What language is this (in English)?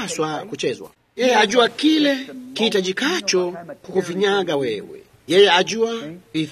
Swahili